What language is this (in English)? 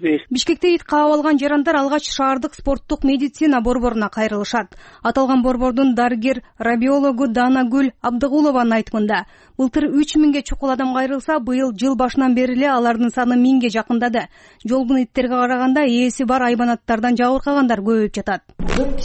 Kyrgyz